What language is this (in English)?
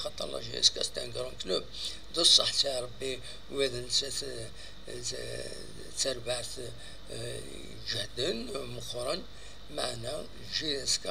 Kabyle